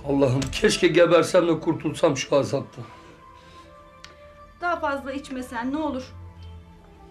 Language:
Turkish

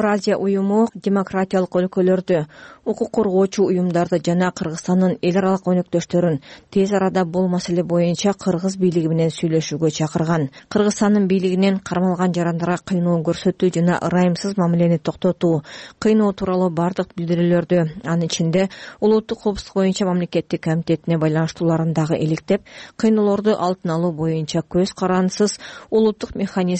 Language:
Kyrgyz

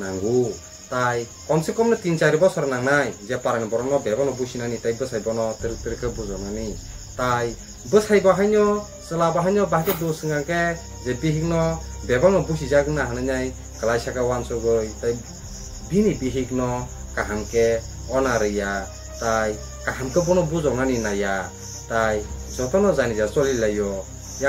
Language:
Kok Borok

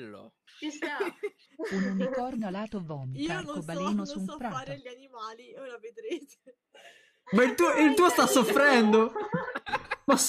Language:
Italian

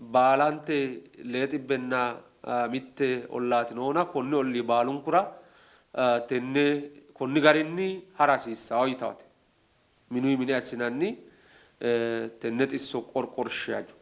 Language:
Sidamo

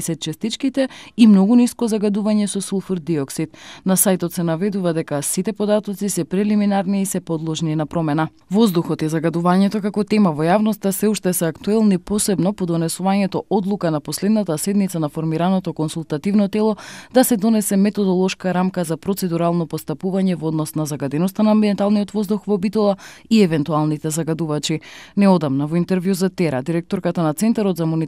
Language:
Macedonian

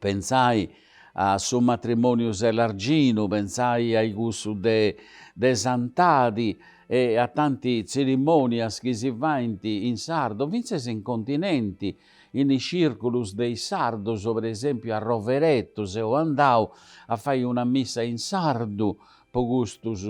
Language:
Sardinian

